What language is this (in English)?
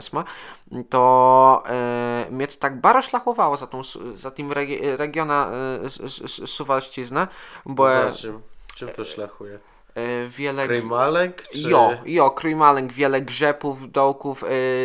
Kashubian